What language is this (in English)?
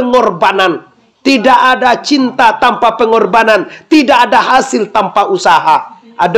Minangkabau